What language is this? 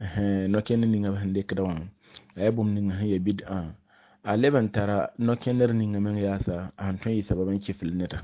Mossi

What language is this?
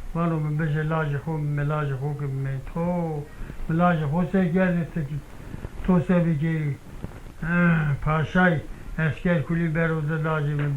Zaza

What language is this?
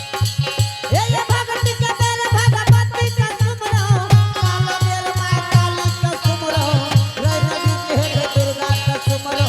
Angika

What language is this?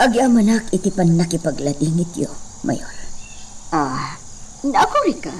Iloko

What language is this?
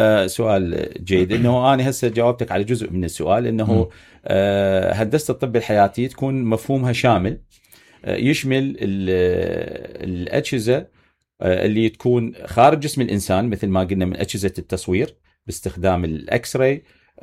Mesopotamian Arabic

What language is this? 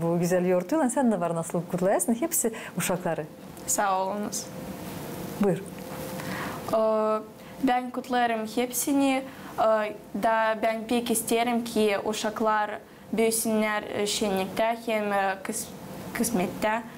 Gagauz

